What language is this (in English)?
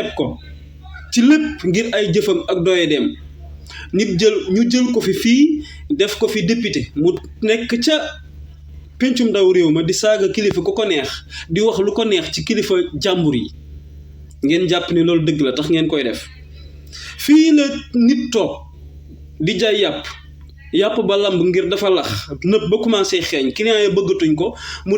Wolof